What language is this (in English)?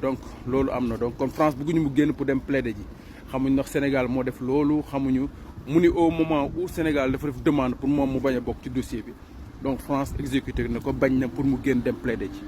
Wolof